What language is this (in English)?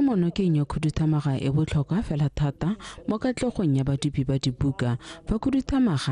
Tswana